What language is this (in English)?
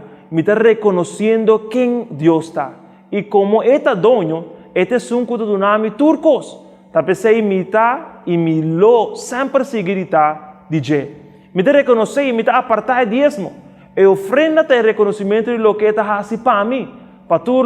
Papiamento